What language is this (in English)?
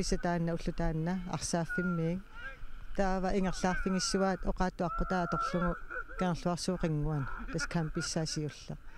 Kalaallisut